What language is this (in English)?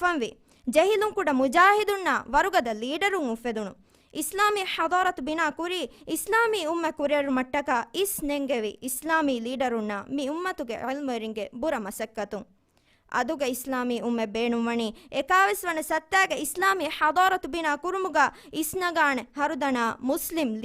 Divehi